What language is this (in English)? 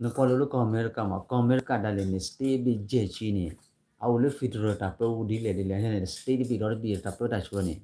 S'gaw Karen